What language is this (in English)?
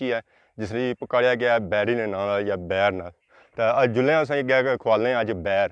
Pahari-Potwari